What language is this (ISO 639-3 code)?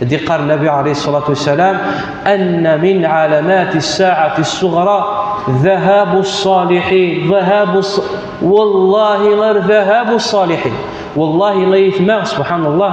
kab